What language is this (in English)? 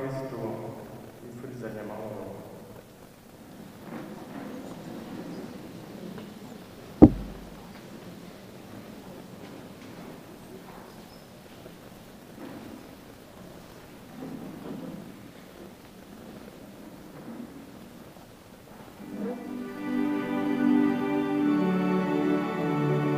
Kinyarwanda